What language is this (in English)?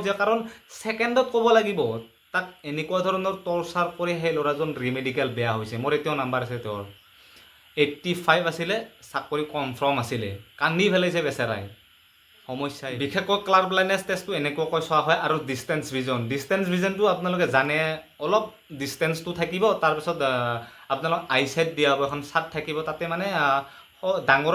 Assamese